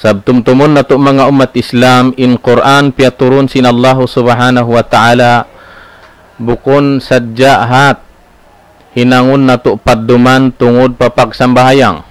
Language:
Tausug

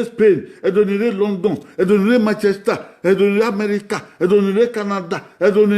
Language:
Bini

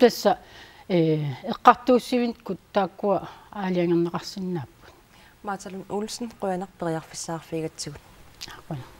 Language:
Kalaallisut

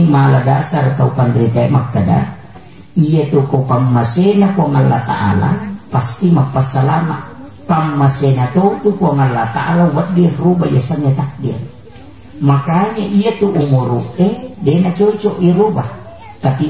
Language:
Buginese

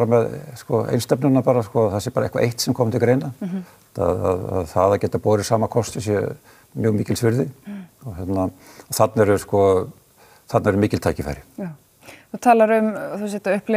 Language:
Icelandic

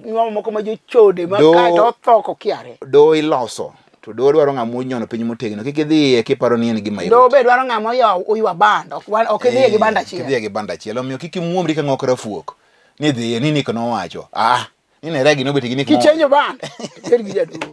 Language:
Luo (Kenya and Tanzania)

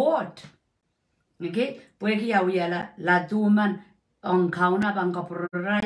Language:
Pohnpeian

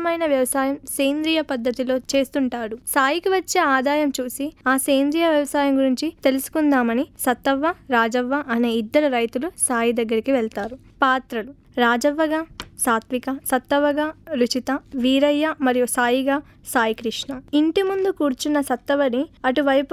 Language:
Telugu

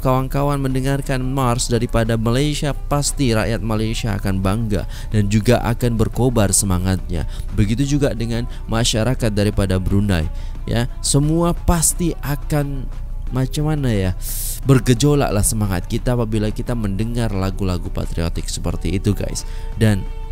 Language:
Indonesian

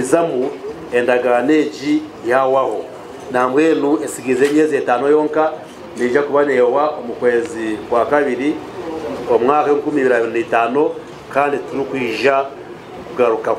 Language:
Nyankole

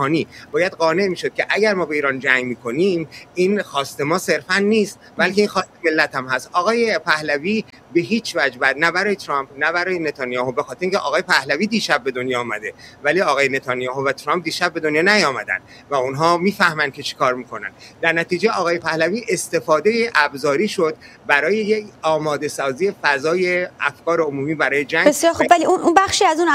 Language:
Persian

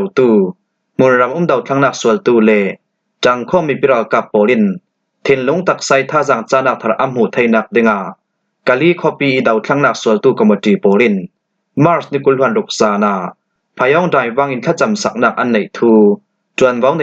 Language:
Falam Chin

